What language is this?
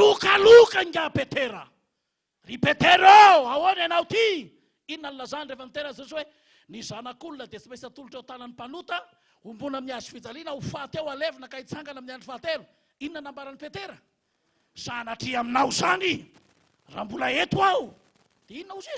Malagasy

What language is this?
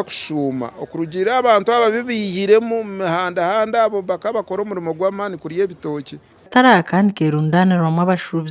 Nyankole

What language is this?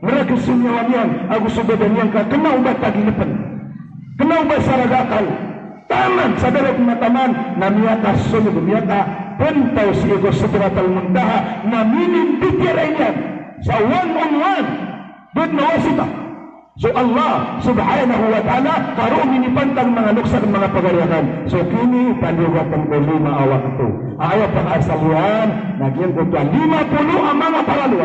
Maranao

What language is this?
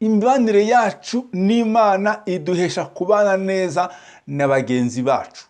Kinyarwanda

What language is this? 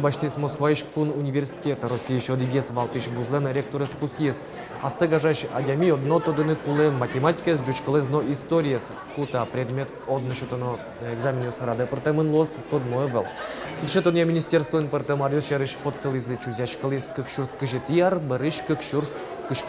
Udmurt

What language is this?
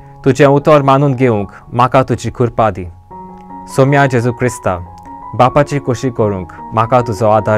Konkani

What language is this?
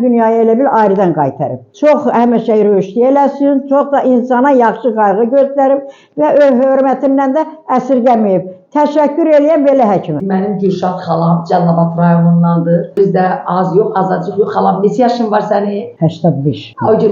Azerbaijani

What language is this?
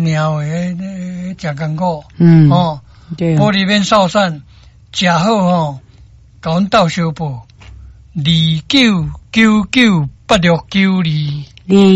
Min Nan Chinese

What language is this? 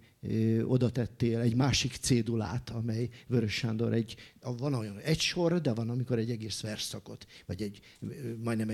Hungarian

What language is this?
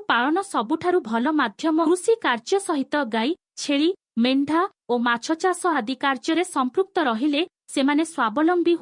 Odia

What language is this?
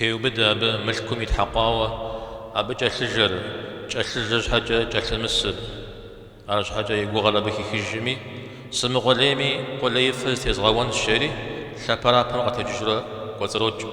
Kabardian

